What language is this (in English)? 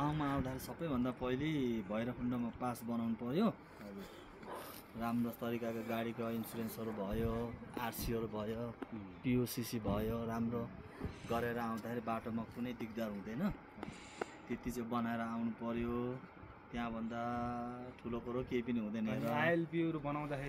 Nepali